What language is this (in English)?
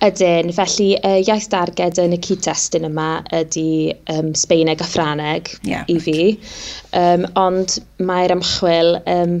Welsh